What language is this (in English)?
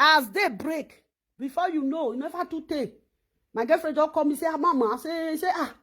Nigerian Pidgin